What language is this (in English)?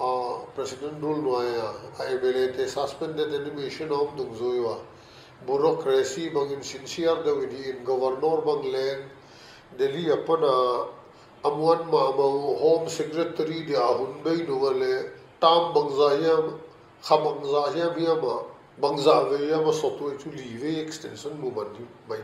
Paite Chin